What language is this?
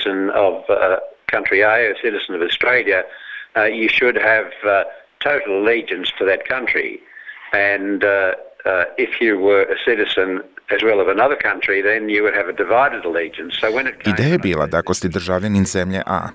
Serbian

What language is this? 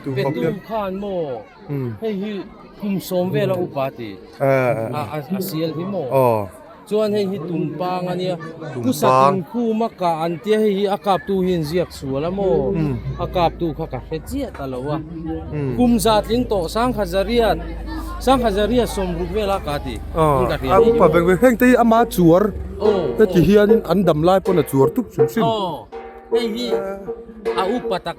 Mizo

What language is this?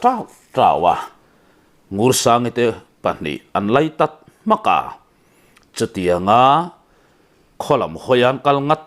Mizo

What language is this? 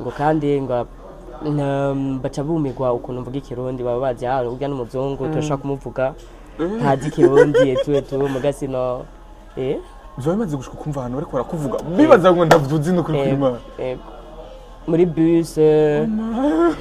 Rundi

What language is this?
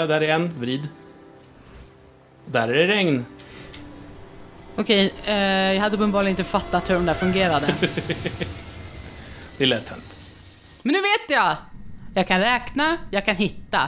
Swedish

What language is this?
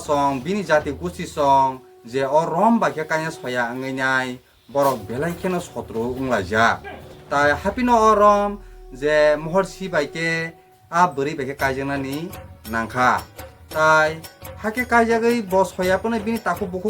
Kok Borok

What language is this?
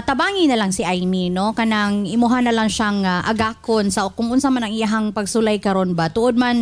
Cebuano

